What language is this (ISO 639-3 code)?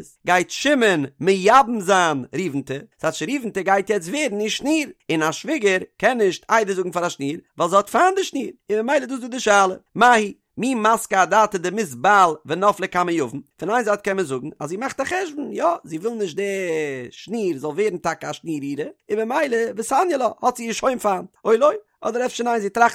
yid